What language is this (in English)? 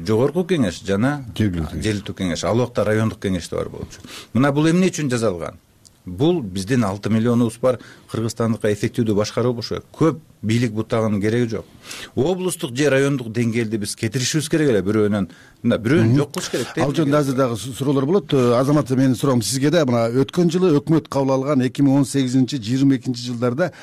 Kyrgyz